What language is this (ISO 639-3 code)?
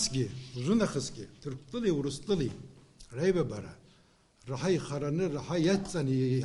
abk